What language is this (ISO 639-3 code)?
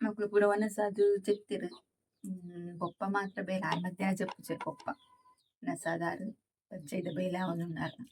tcy